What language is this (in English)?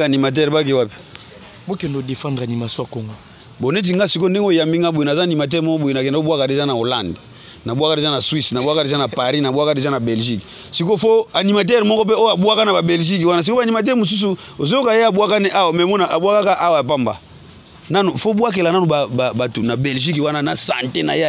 Lingala